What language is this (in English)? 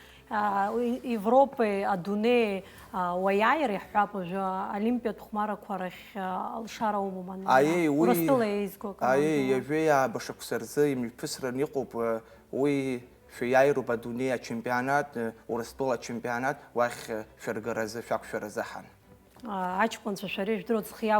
Abkhazian